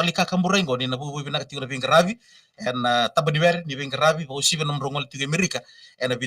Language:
Fijian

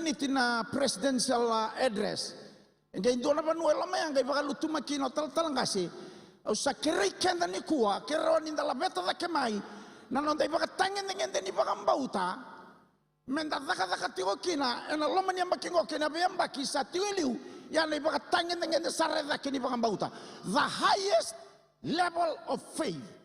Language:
Fijian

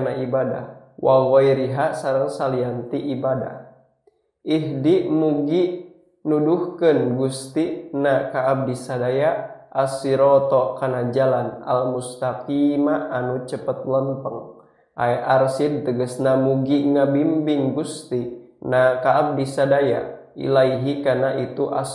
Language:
Sundanese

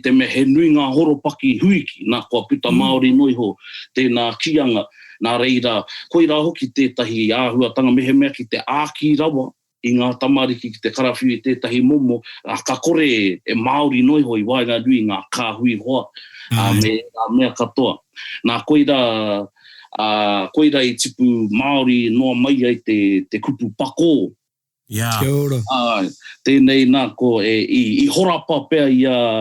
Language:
Māori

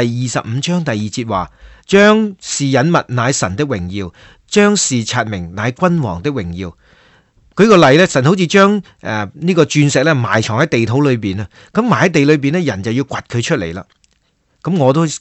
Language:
Cantonese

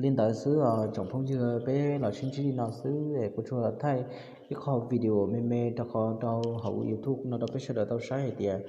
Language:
Hmong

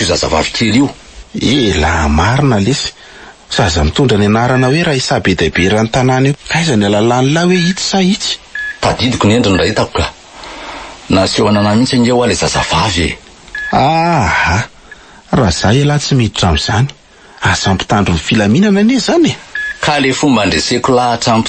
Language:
Malagasy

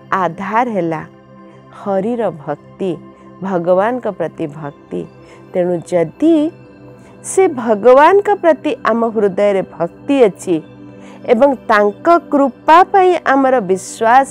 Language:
Odia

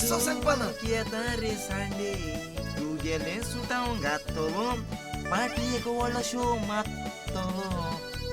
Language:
Konkani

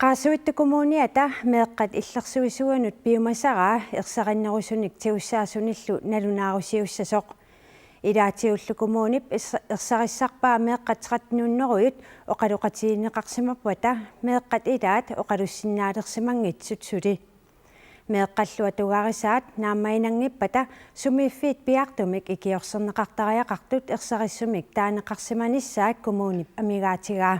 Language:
Kalaallisut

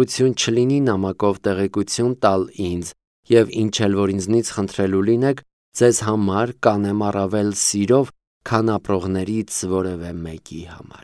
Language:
Armenian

